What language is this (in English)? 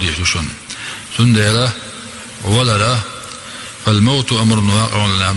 Chechen